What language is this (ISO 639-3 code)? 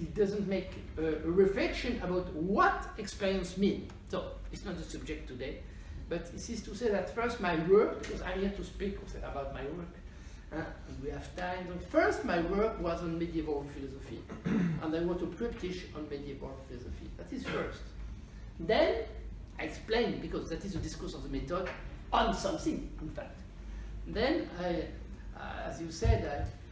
eng